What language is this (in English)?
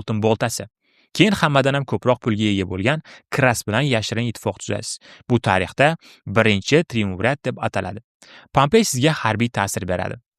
Uzbek